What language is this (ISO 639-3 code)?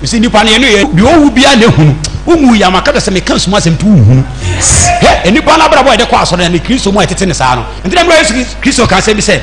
aka